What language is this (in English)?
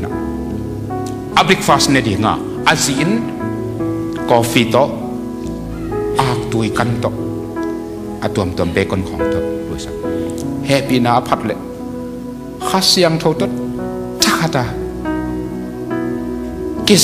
Thai